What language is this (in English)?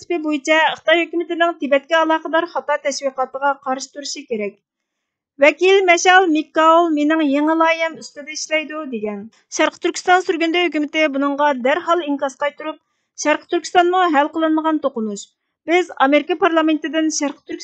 Uyghur